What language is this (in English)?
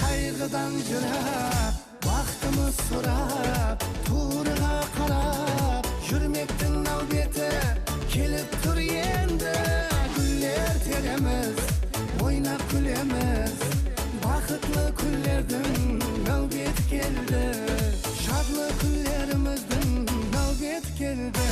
Kara-Kalpak